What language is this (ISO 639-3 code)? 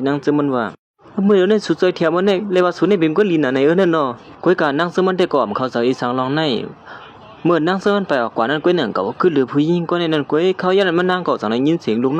shn